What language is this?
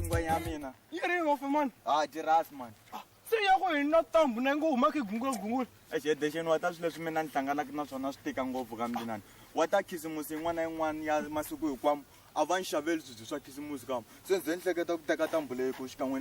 Tsonga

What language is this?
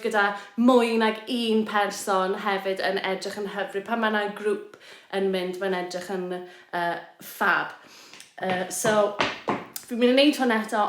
Welsh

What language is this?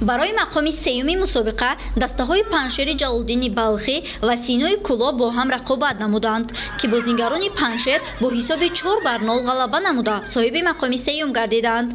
Tajik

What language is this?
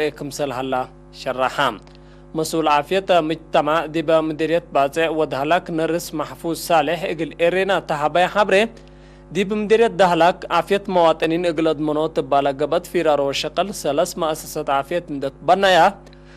Tigre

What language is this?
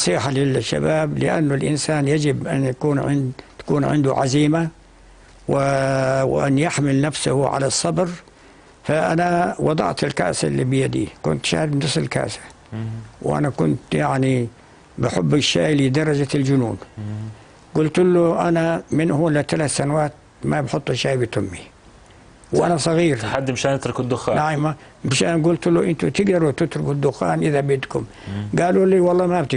North Levantine Arabic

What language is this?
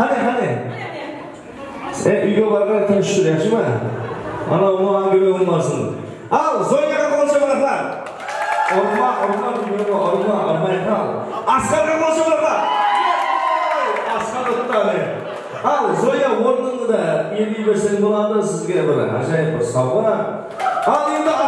Kara-Kalpak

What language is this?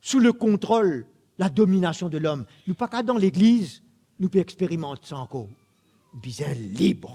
Morisyen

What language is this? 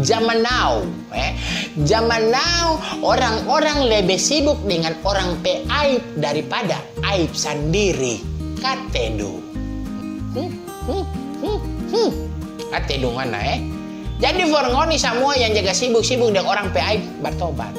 Manado Malay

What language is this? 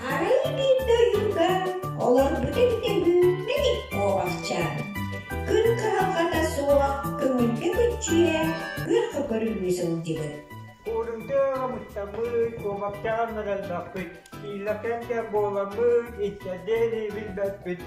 Yakut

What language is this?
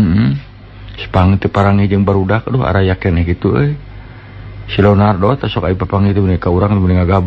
Sundanese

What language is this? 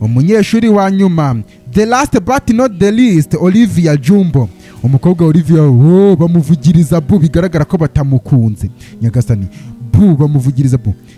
Kinyarwanda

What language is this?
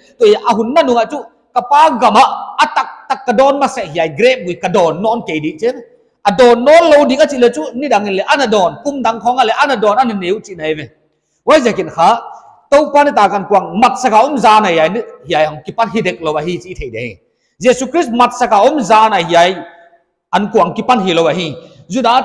Paite Chin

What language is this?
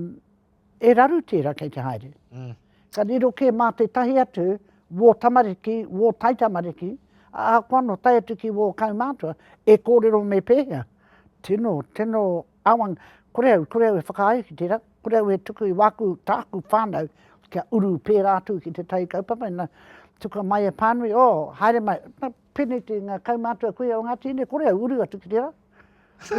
Māori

